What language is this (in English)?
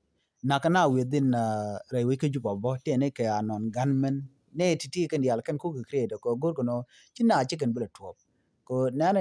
Nuer